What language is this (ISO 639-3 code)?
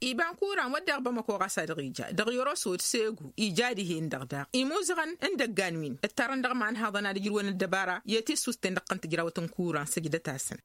taq